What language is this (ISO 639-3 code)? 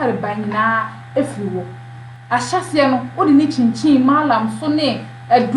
aka